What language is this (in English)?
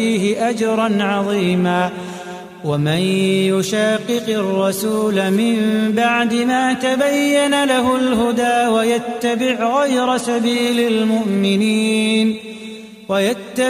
Arabic